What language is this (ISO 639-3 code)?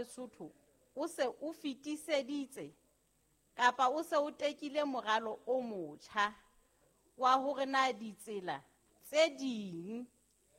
sot